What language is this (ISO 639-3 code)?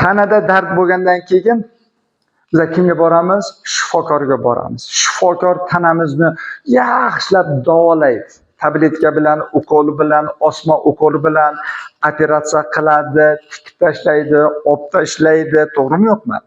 uzb